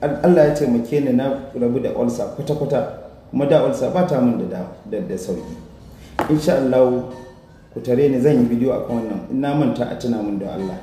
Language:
Hausa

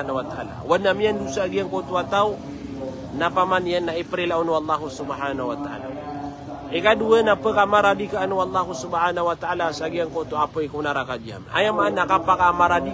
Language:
Maranao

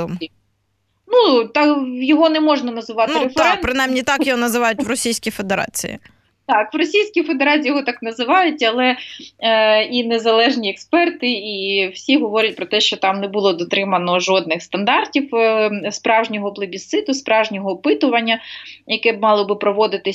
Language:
Ukrainian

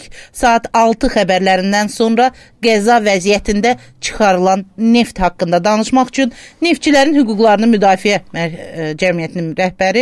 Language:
Azerbaijani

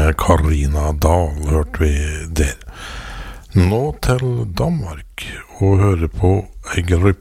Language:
Norwegian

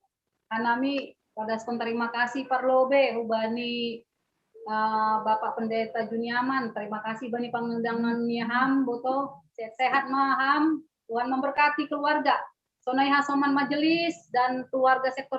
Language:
Batak Simalungun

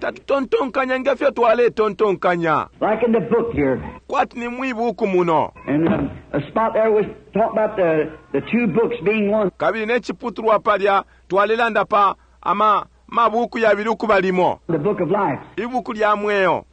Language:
Bemba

